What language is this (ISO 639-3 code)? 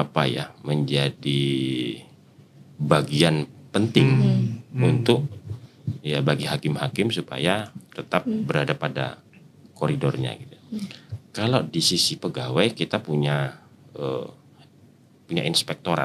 ind